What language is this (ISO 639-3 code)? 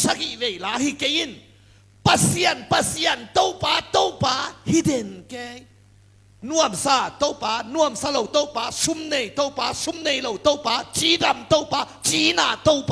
ctd